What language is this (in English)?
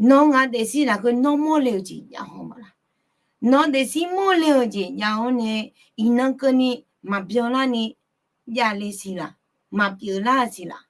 Akha